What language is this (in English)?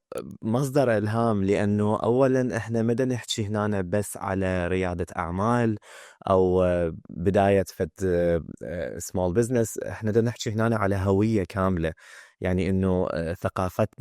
Mesopotamian Arabic